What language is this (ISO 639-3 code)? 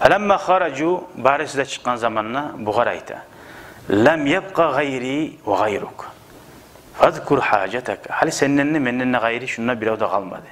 kum